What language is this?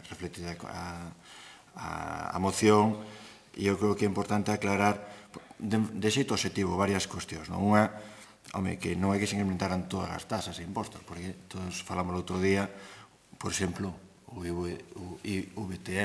Galician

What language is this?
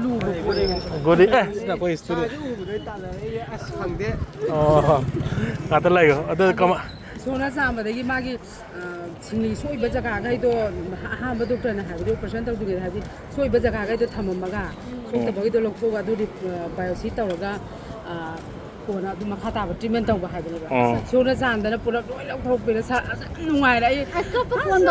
Manipuri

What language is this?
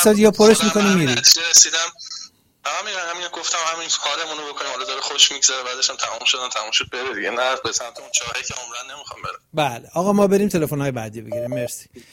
Persian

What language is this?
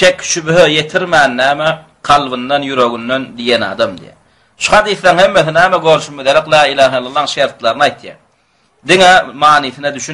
Turkmen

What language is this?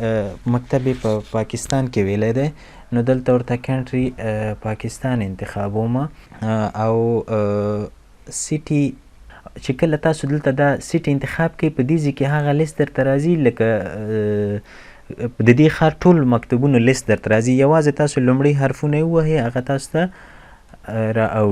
Pashto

